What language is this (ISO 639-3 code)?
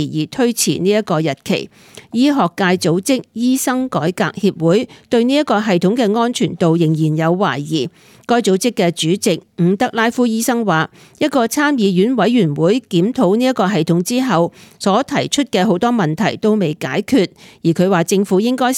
yue